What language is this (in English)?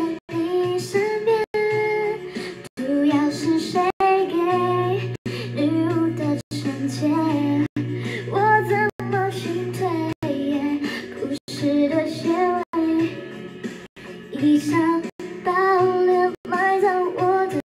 Chinese